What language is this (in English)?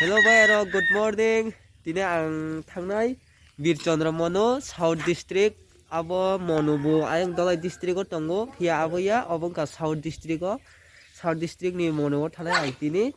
Kok Borok